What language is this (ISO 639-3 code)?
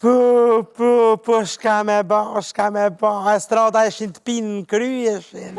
sqi